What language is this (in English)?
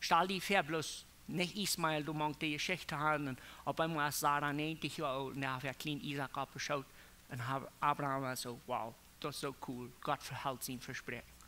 Plautdietsch